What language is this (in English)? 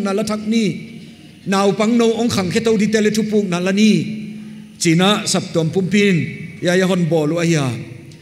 Paite Chin